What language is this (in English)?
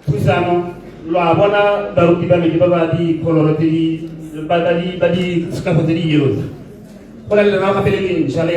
Tswana